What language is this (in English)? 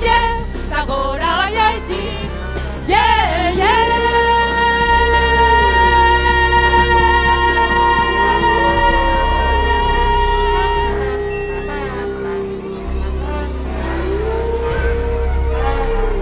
Basque